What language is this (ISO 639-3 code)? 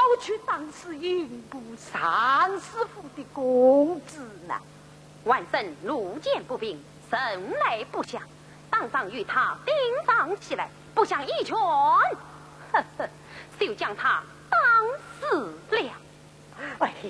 wuu